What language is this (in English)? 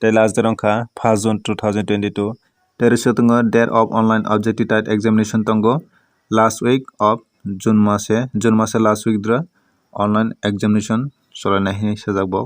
Kok Borok